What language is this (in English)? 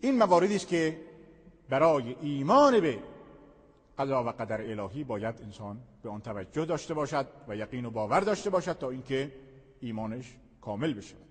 Persian